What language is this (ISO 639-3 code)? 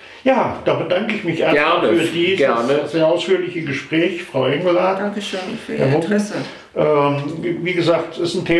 deu